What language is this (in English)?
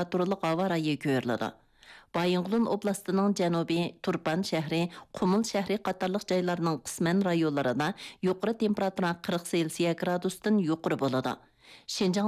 Uyghur